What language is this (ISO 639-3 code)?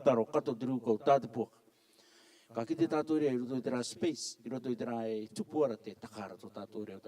rar